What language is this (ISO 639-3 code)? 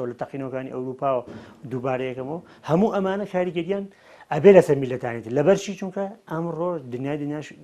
ckb